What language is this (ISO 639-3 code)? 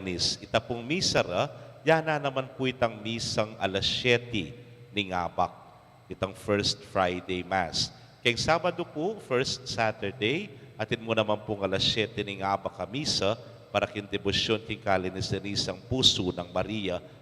pam